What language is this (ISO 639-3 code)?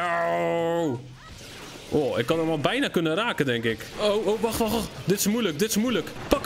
nld